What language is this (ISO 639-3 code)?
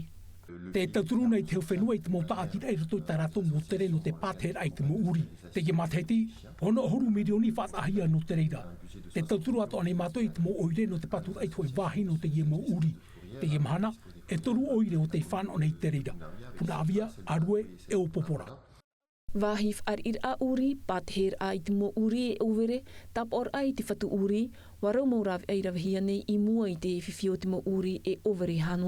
tah